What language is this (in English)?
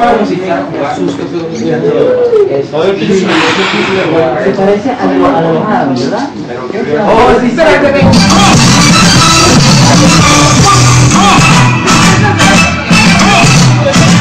Spanish